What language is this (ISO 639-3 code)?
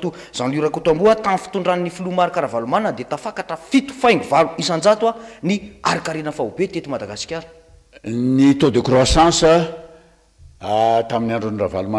mlg